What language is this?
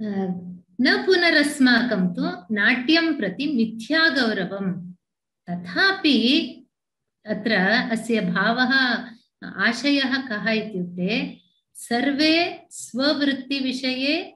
Sanskrit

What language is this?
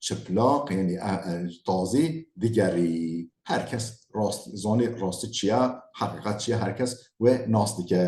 Kurdish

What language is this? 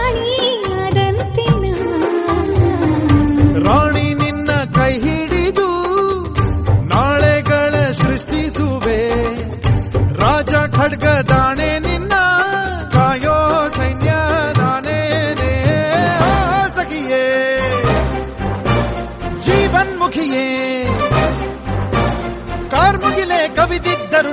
Kannada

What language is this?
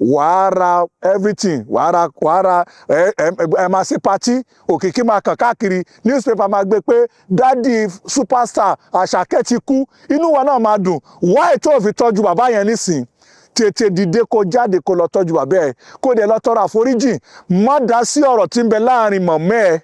Yoruba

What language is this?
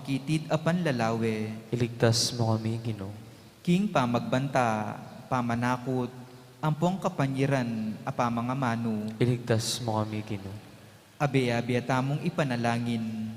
Pampanga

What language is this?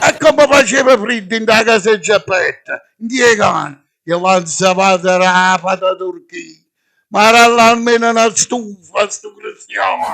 Neapolitan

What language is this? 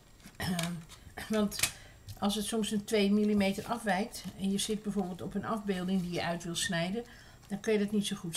Dutch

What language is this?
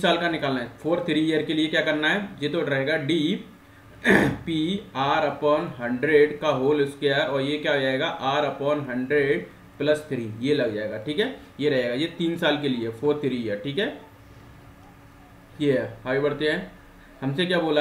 Hindi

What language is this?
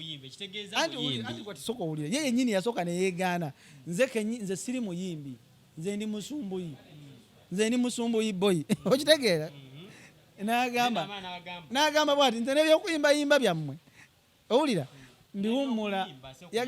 Ganda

